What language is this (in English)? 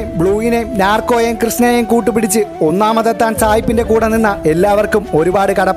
Malayalam